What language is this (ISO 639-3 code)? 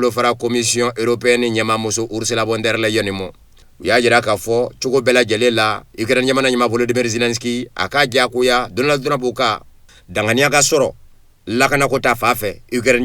bam